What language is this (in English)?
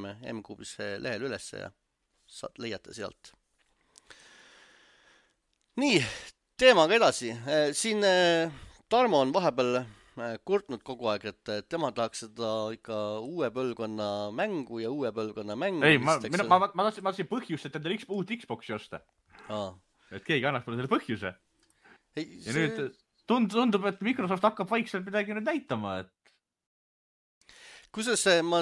Estonian